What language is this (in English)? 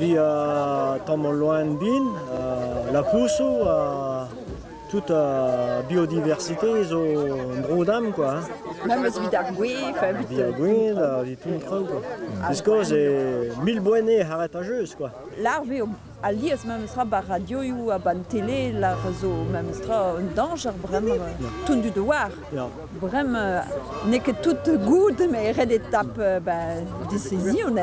Breton